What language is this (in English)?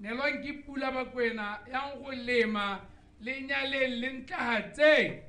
Tswana